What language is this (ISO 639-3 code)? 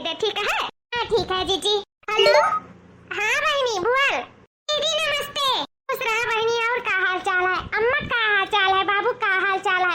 awa